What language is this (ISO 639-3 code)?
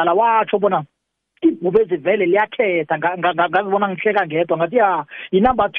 nbl